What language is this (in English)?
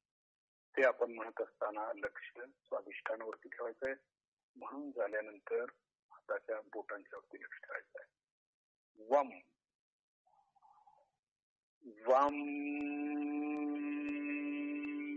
Marathi